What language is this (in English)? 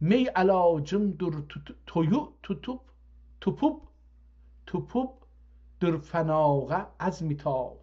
South Azerbaijani